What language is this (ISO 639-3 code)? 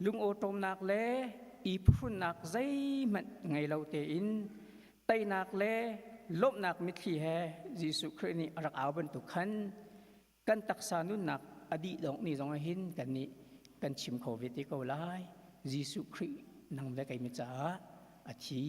cnh